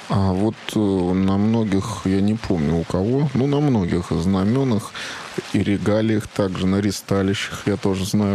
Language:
Russian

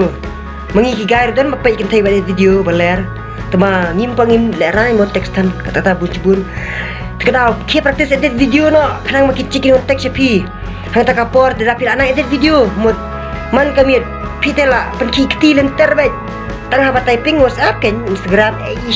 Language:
Khasi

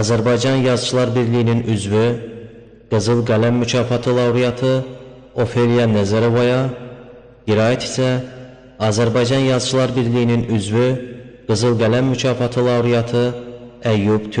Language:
Azerbaijani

